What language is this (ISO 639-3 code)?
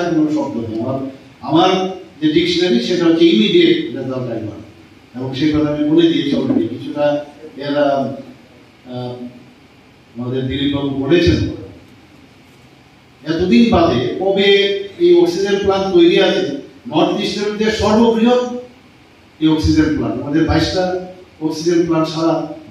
ben